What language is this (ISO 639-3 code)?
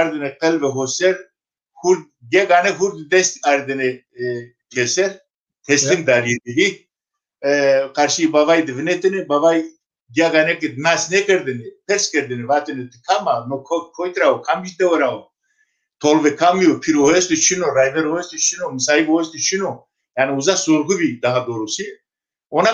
zza